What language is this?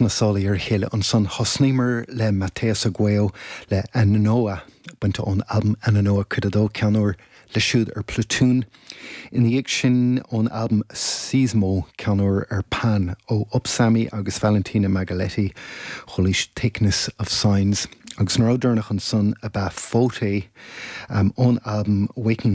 Irish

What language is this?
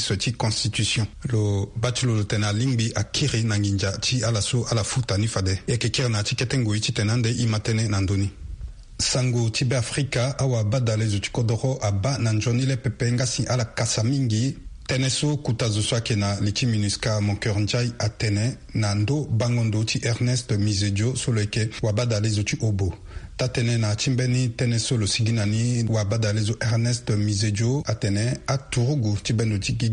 Sango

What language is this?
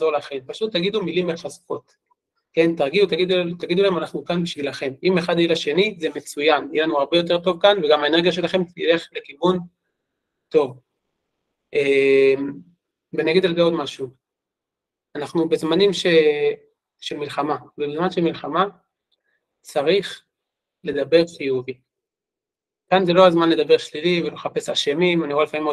Hebrew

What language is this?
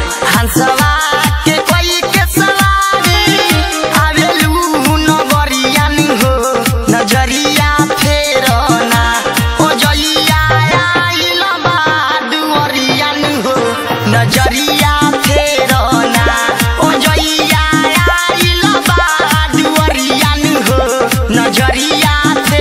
Bhojpuri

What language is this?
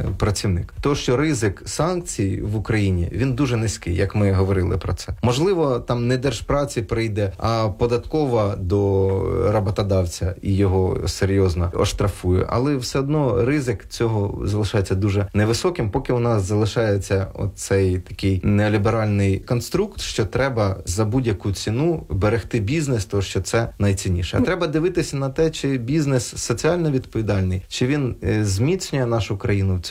Ukrainian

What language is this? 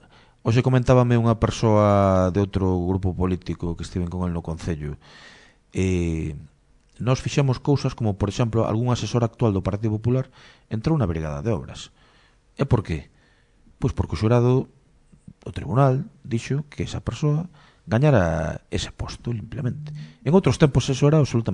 Galician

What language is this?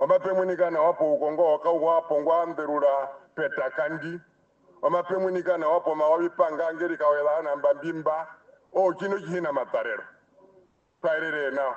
Herero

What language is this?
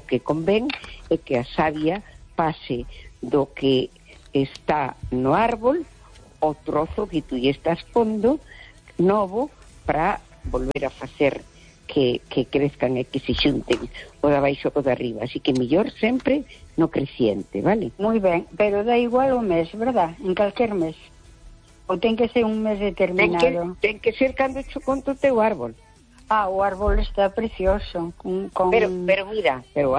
Galician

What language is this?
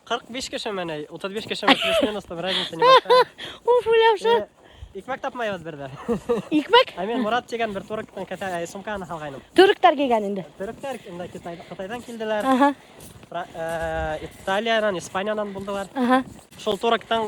Bashkir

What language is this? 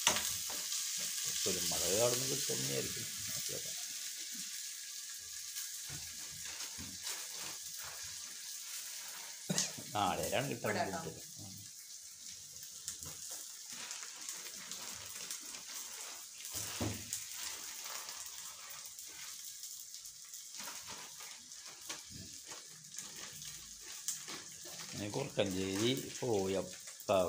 Malayalam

